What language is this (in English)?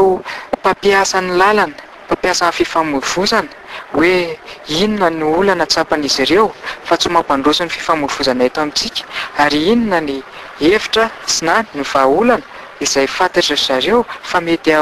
Malagasy